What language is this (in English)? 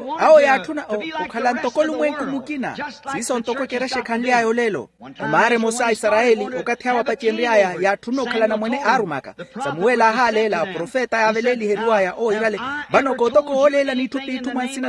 Makhuwa